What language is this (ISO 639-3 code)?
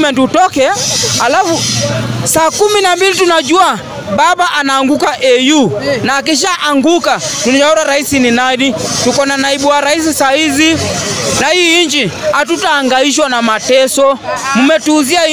swa